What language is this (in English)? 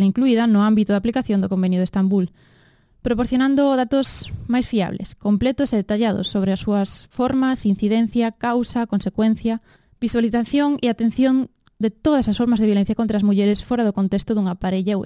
Galician